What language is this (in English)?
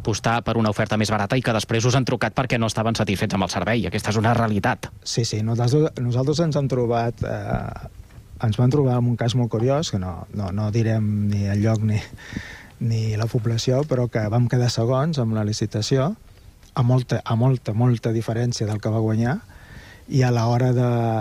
Catalan